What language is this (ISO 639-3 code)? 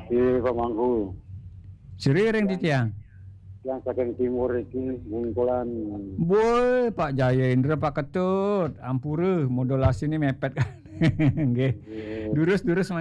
ban